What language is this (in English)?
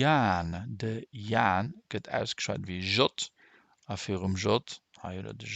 Luxembourgish